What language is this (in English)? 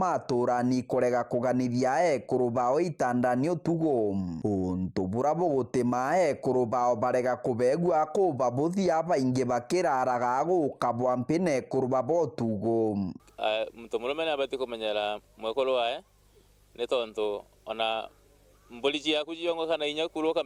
Meru